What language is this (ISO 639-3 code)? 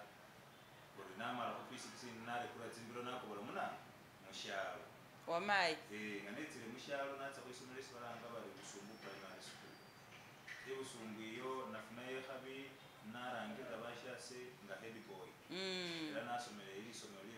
myx